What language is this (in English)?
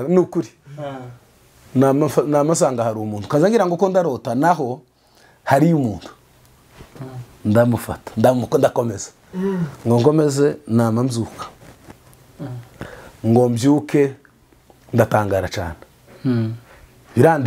Kinyarwanda